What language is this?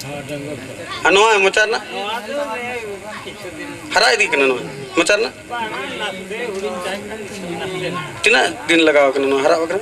Santali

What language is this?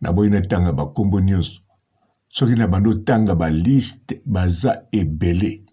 Lingala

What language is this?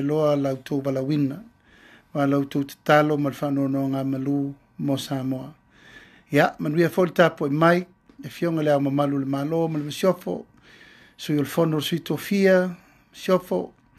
Samoan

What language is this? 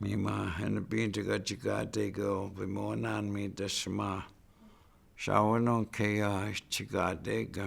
Chippewa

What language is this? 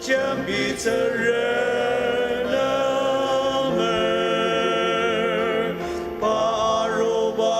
Ao Naga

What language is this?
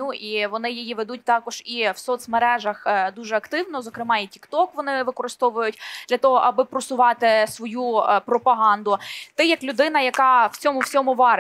Ukrainian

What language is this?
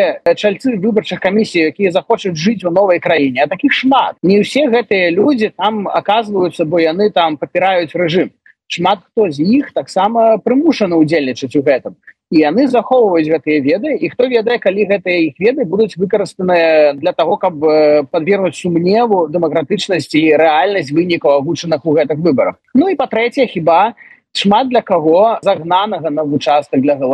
Belarusian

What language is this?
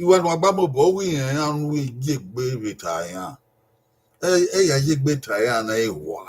Bini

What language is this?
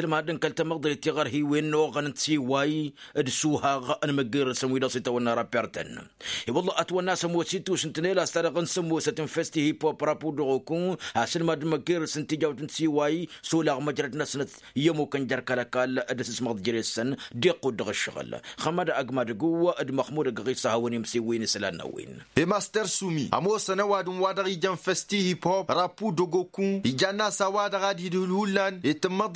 Tamasheq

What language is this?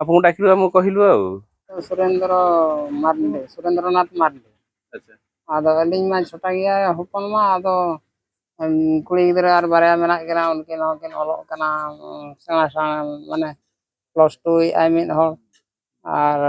Santali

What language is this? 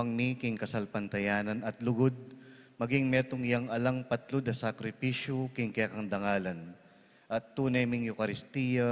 Pampanga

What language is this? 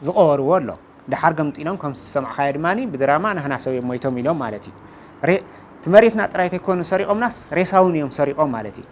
Tigrinya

